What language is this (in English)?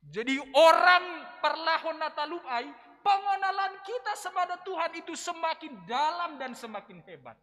Batak Simalungun